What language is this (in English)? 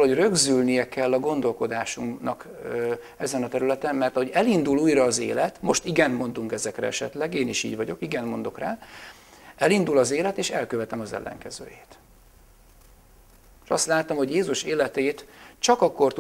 Hungarian